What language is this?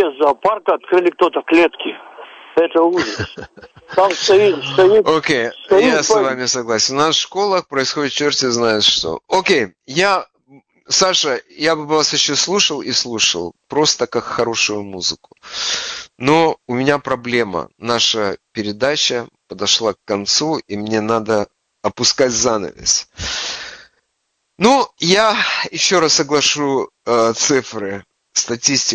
Russian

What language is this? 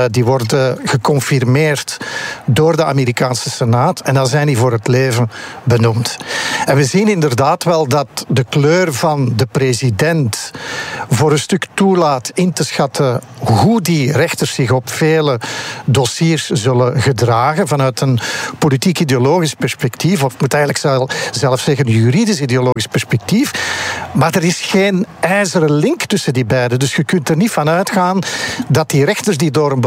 Dutch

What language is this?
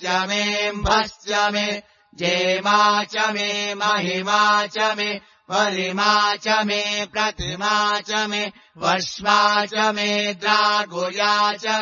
Sanskrit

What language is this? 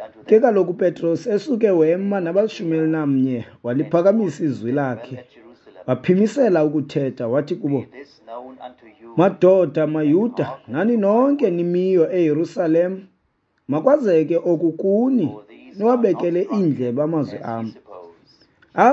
Xhosa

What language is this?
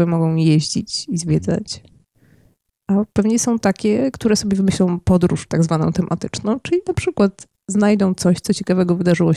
Polish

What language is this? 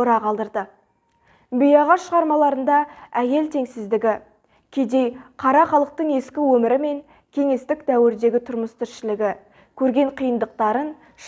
Kazakh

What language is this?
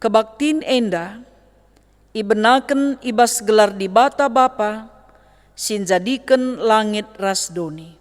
Batak Karo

